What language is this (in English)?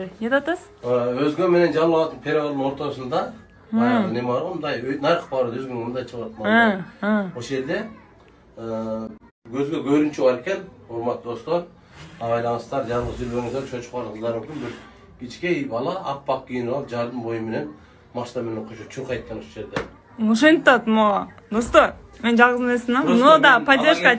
Kyrgyz